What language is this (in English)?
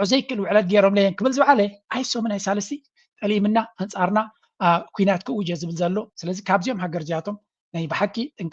Tigrinya